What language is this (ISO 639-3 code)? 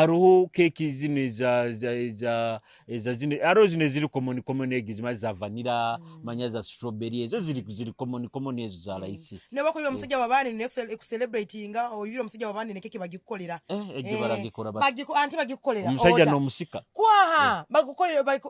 nyo